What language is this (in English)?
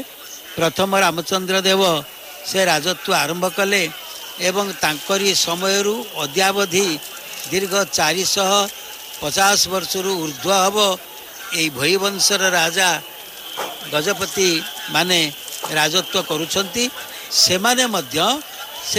Odia